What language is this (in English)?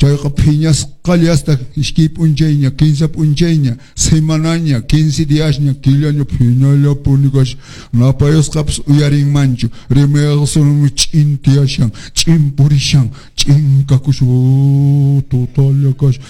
Quechua